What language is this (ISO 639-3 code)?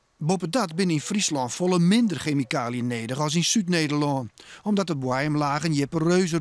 fry